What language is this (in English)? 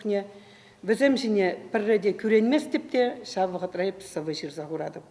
Chuvash